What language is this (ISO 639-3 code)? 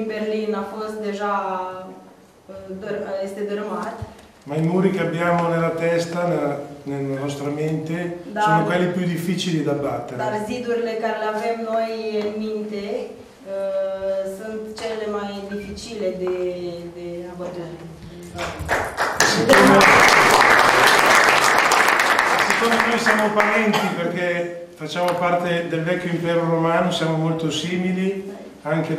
ron